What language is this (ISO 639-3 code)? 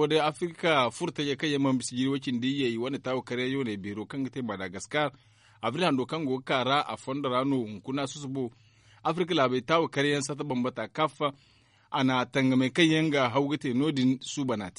dje